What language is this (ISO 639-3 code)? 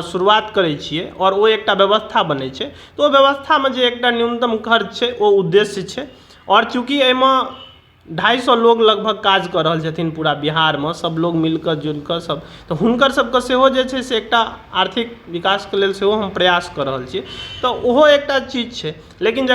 mai